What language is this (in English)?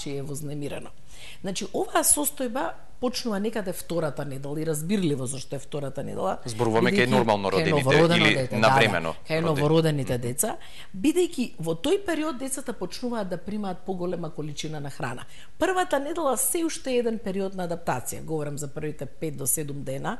Macedonian